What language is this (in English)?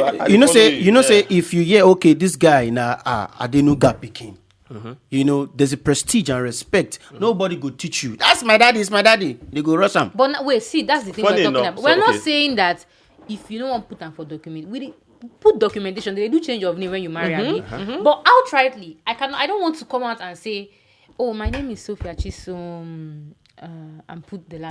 Nigerian Pidgin